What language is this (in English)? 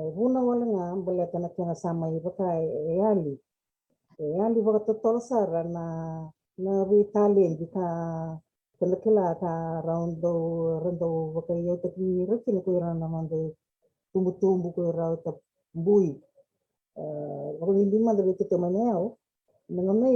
Fijian